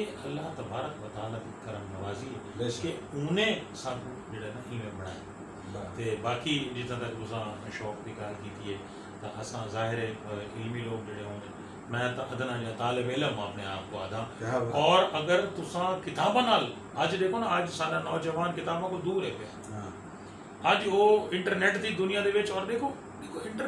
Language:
Saraiki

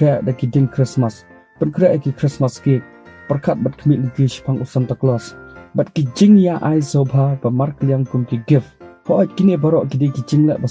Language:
Khasi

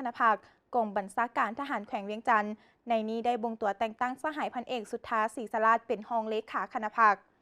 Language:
Lao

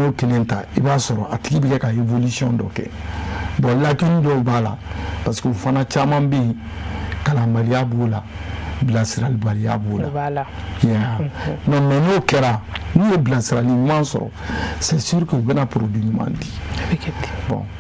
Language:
Bambara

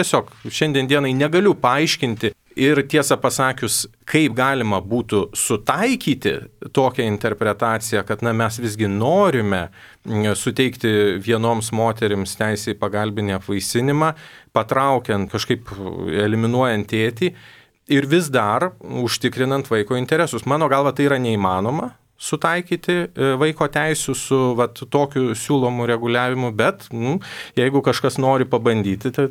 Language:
Lithuanian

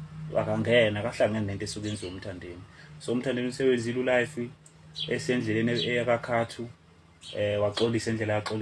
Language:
Zulu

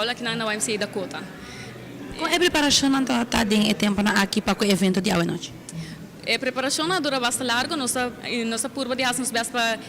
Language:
Papiamento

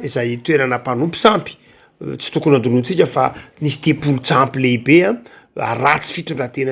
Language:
Malagasy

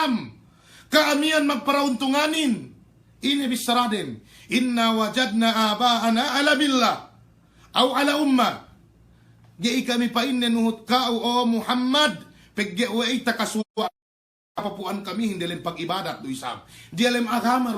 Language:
Yakan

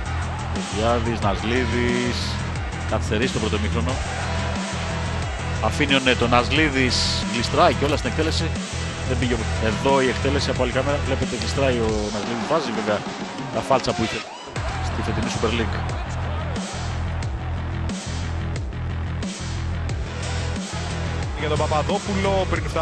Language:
Greek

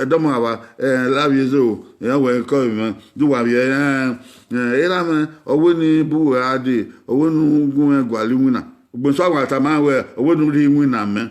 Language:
Bini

